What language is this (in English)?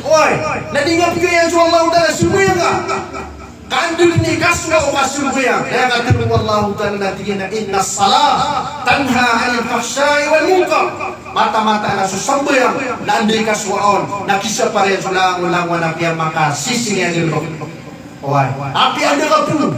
Maranao